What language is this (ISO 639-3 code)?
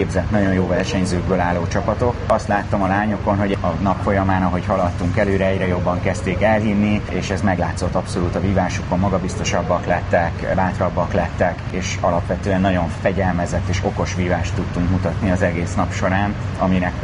hun